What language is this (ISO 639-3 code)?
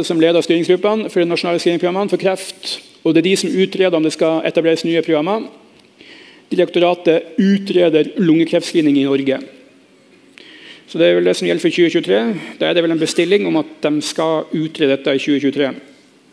nor